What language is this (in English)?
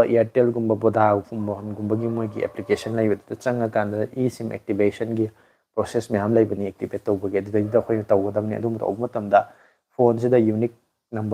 Manipuri